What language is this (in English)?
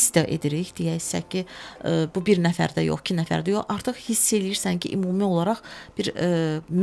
Azerbaijani